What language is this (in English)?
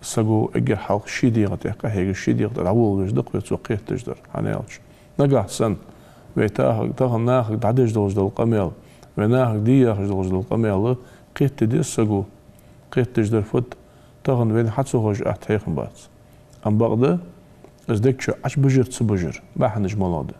Ingush